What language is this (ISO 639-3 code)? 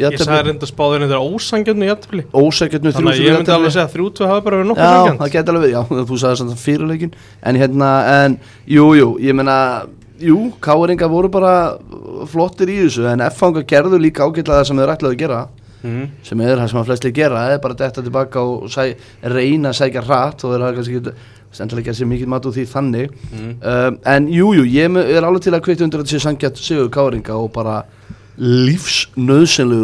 isl